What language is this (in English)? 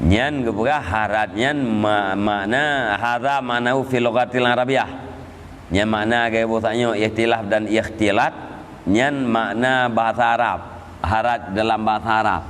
Achinese